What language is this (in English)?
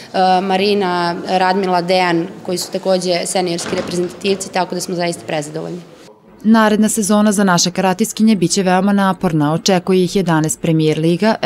Serbian